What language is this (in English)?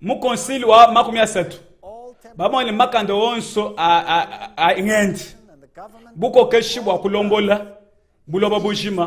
Luba-Lulua